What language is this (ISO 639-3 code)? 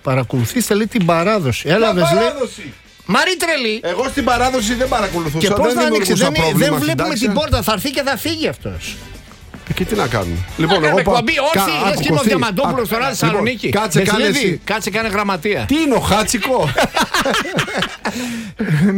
ell